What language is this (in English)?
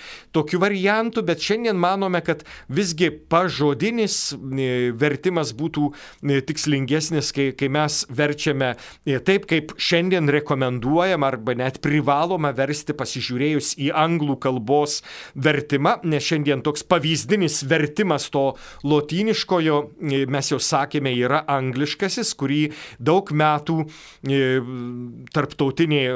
Lithuanian